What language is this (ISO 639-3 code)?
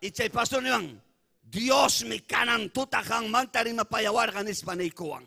quy